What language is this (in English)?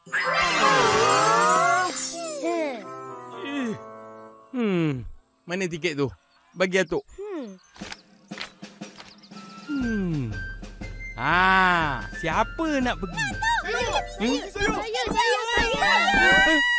Malay